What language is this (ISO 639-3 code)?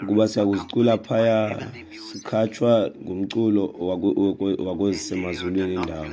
xho